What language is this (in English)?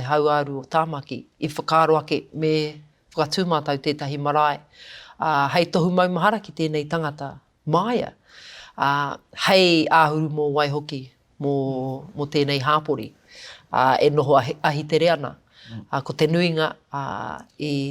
Māori